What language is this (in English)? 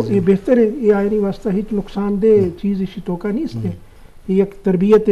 Eastern Balochi